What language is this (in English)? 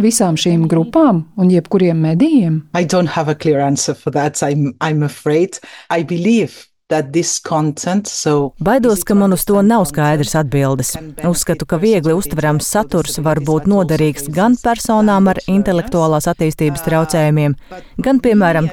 Latvian